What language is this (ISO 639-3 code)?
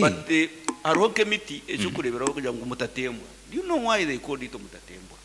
nyn